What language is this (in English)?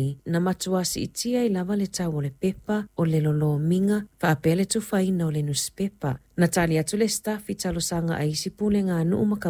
Samoan